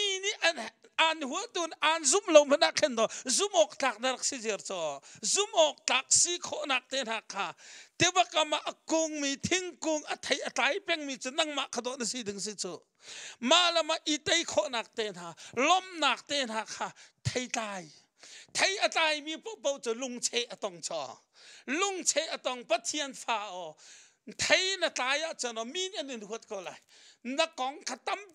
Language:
Hakha Chin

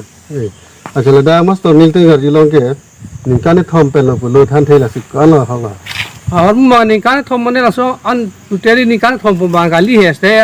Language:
Karbi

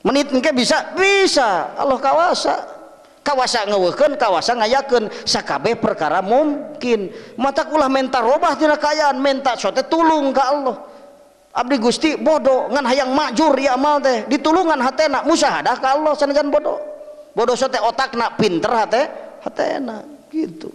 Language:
Sundanese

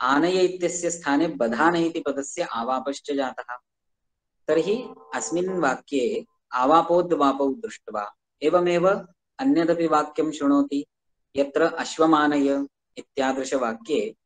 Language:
Sanskrit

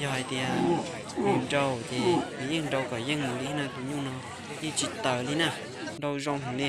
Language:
Hmong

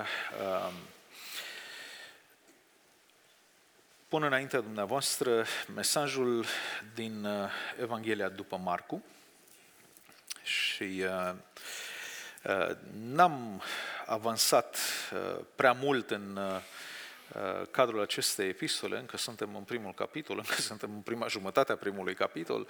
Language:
Romanian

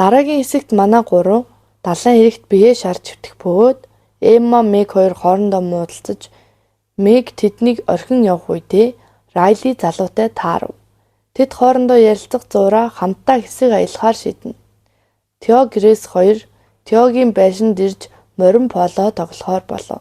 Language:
Mongolian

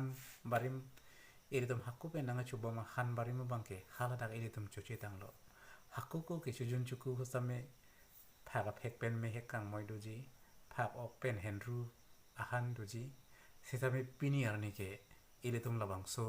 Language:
Karbi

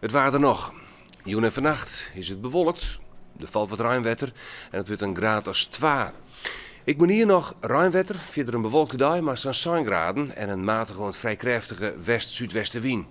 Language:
Western Frisian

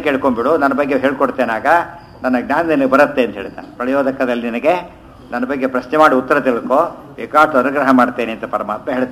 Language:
Kannada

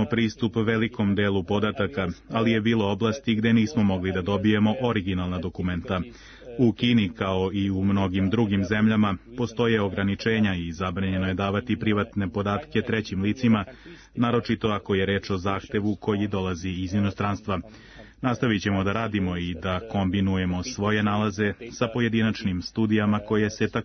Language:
Serbian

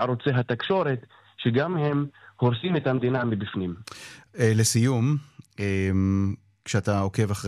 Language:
Hebrew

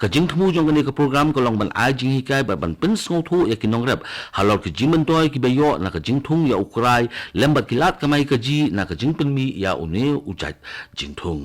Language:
Khasi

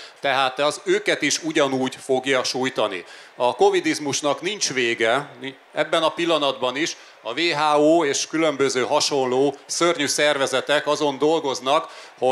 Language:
Hungarian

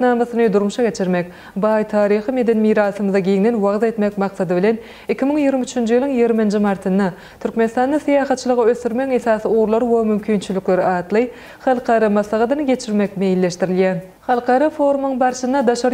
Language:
Turkmen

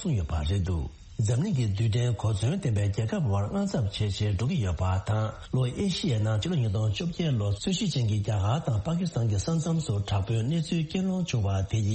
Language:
Tibetan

